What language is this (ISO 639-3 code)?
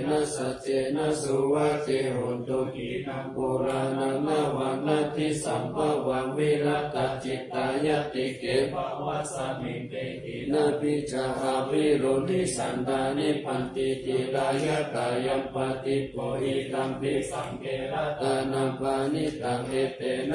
pli